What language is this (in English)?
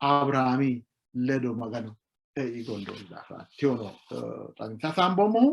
Sidamo